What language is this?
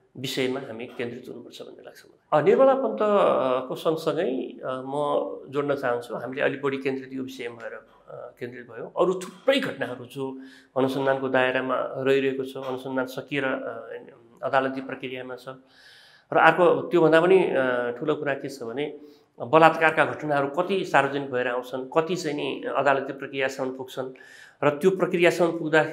Nepali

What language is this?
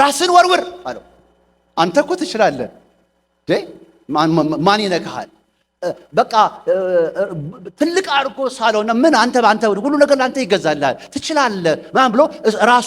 Amharic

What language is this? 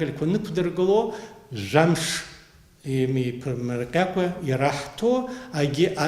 Abkhazian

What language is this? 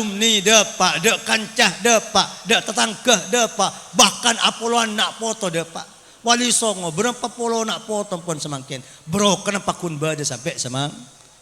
Madurese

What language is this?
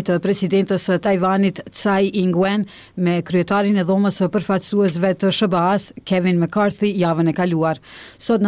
Albanian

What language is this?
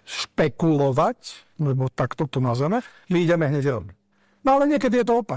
Slovak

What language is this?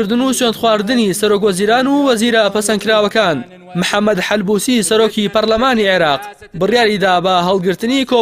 Central Kurdish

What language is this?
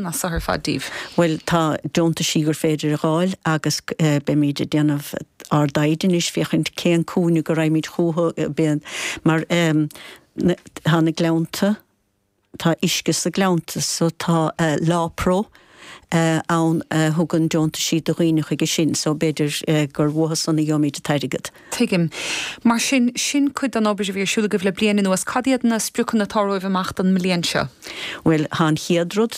Irish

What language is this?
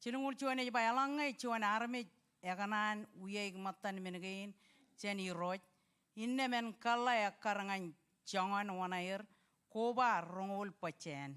Marshallese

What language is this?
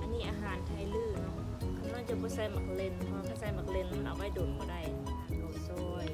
Lao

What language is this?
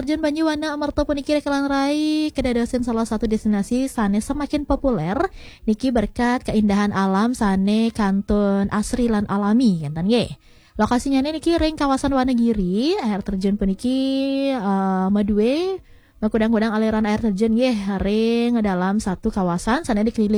Balinese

